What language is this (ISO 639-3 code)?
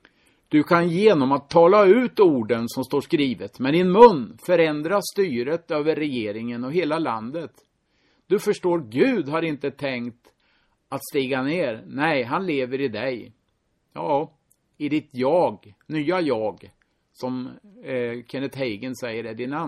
swe